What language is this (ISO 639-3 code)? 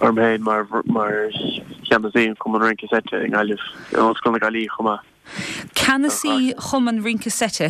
gle